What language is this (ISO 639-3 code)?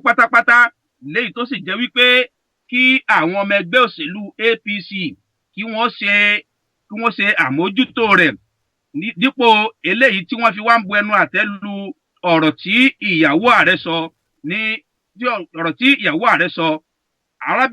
yor